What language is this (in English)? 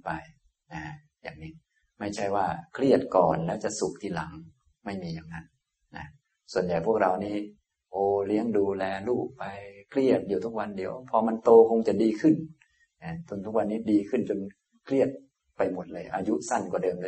Thai